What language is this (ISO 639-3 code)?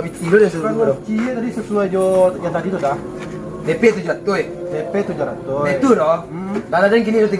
min